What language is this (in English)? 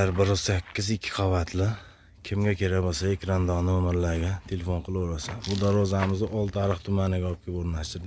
Uzbek